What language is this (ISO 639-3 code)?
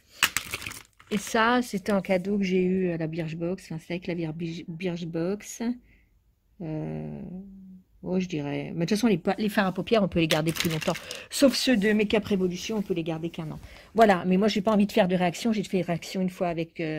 fra